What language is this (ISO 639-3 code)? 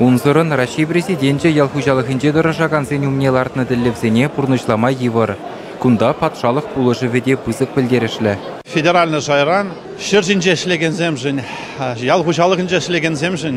chv